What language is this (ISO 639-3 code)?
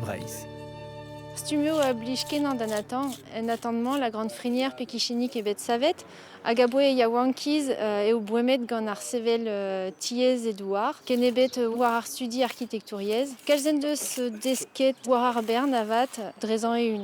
bre